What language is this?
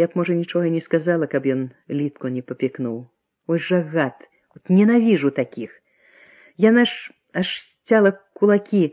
Belarusian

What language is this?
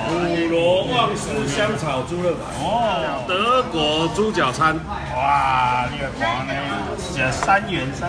Chinese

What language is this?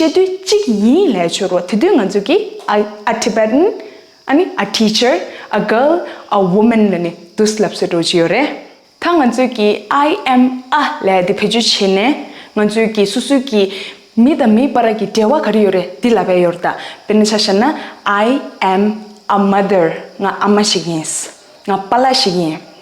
Tibetan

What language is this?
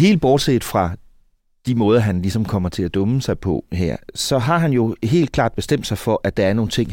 Danish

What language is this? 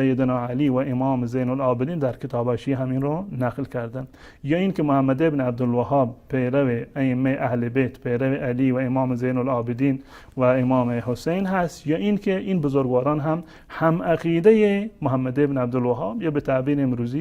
Persian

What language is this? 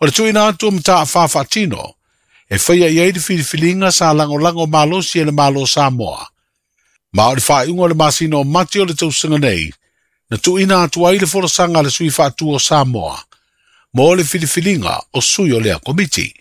Samoan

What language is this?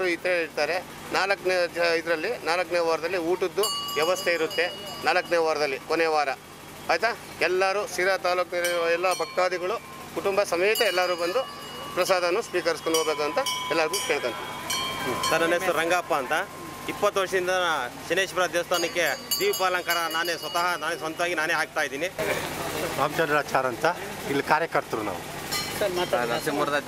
Kannada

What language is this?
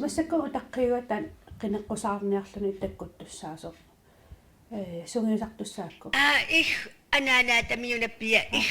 Kalaallisut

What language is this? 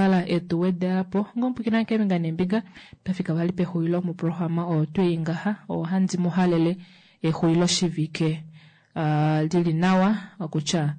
Kuanyama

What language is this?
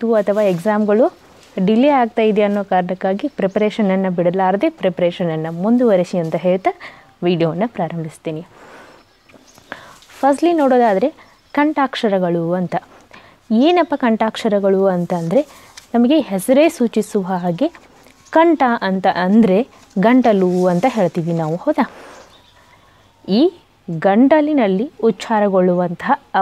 Kannada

